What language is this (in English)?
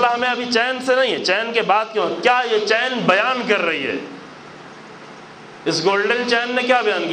Urdu